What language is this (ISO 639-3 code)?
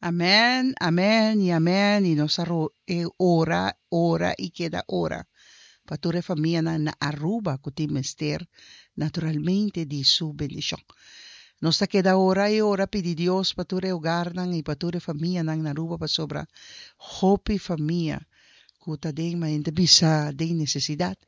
pap